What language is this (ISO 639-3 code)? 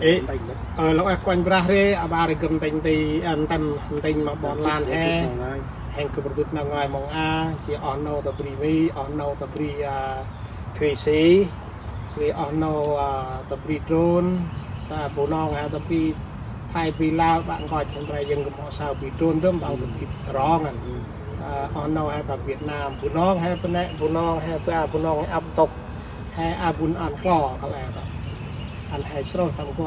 cmo